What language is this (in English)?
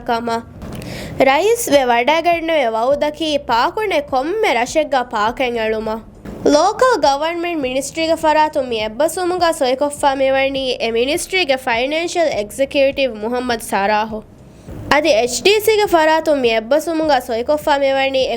Divehi